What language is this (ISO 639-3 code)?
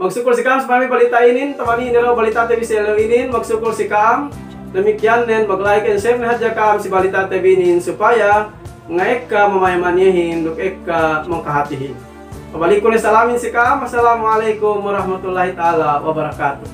yka